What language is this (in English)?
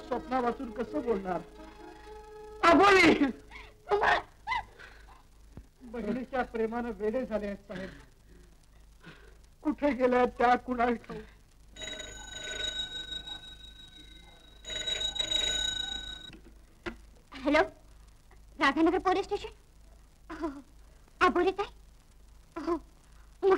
Marathi